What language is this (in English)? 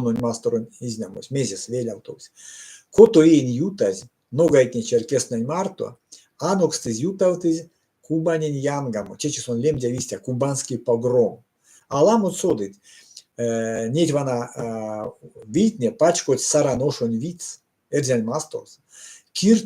Erzya